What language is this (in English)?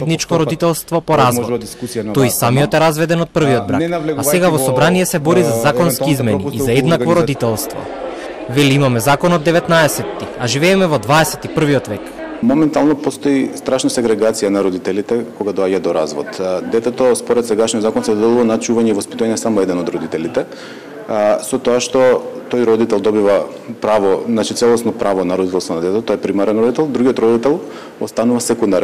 Macedonian